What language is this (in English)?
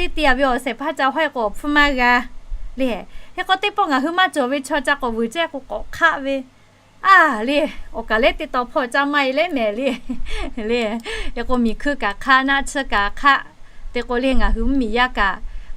Lahu